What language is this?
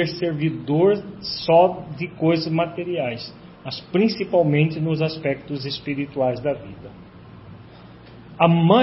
Portuguese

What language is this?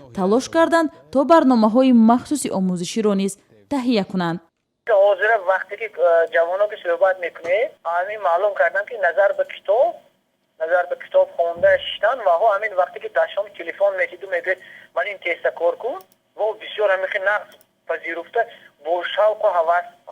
Tajik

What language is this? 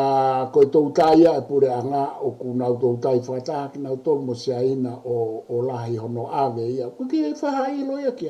Tongan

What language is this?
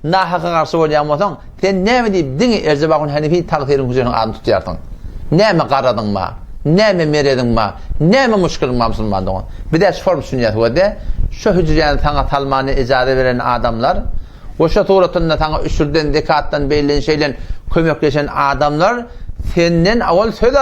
Turkmen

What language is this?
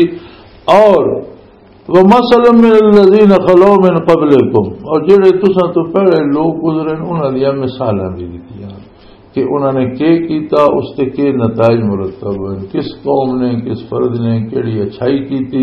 Western Panjabi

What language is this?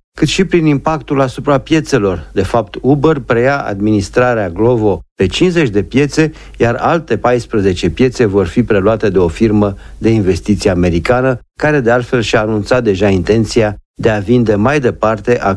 Romanian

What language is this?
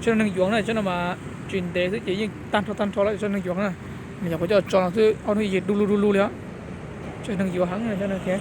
Hmong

